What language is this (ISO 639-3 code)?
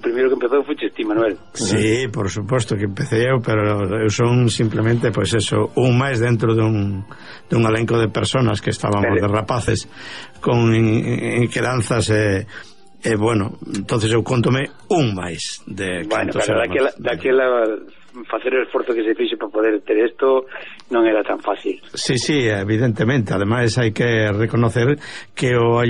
glg